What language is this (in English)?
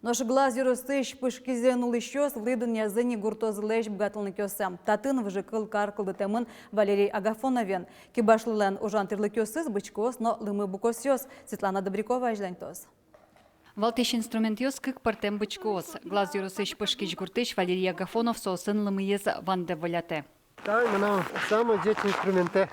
Udmurt